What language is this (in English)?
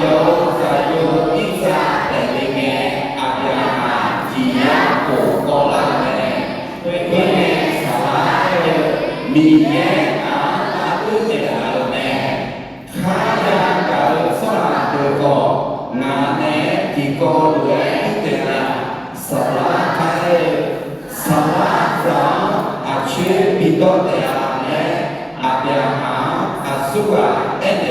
Akha